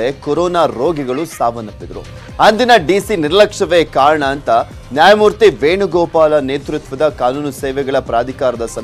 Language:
Kannada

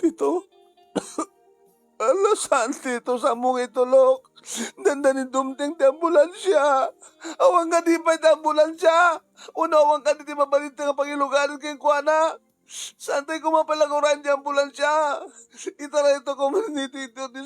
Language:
Iloko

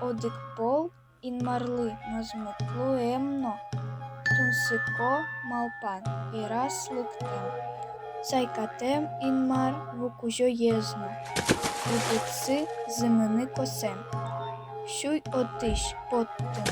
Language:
Udmurt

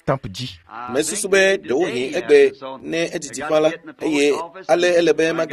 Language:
Ewe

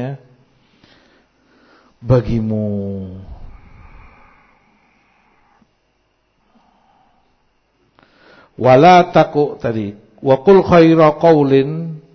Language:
Indonesian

